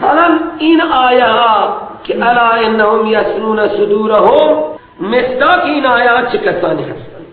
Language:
Persian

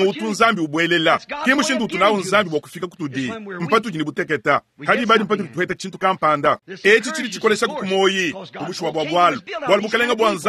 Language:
Luba-Lulua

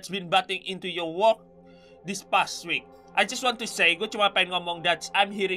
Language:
Indonesian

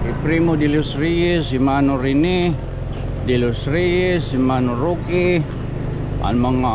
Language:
Waray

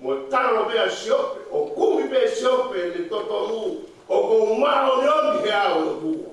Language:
Tongan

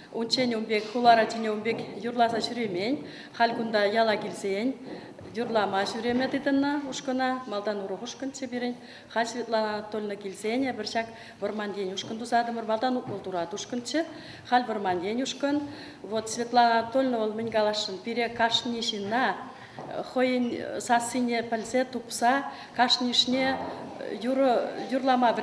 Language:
Chuvash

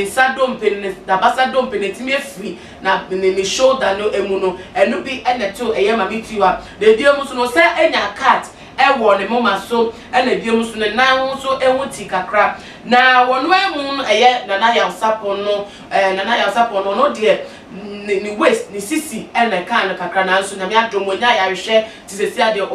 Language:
Akan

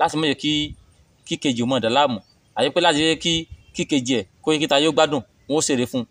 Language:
Yoruba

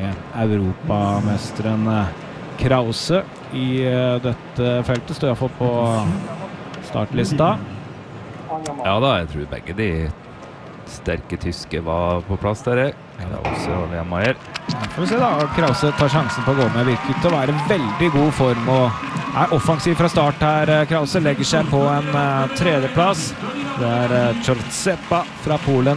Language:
Norwegian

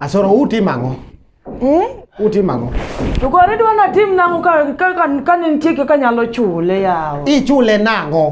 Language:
Luo (Kenya and Tanzania)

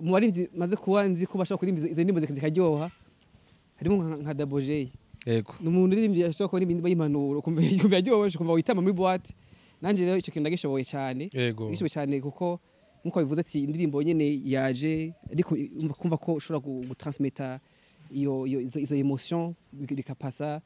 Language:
Rundi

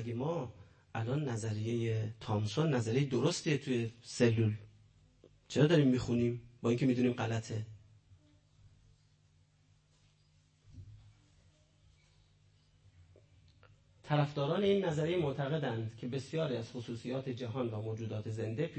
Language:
Persian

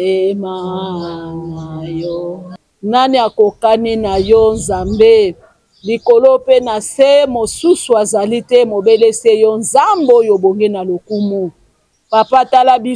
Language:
Lingala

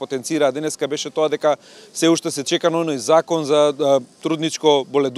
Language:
Macedonian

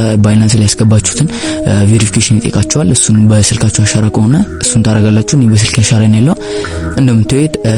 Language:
Amharic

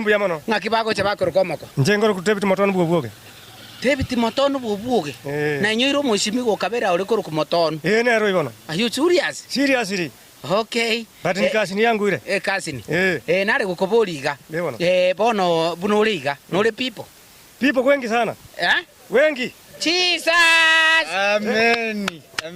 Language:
Gusii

